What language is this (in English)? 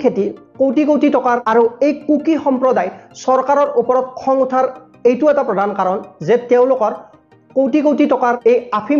Assamese